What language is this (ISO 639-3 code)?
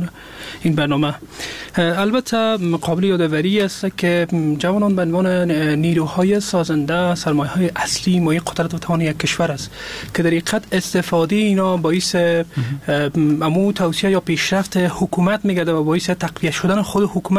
fas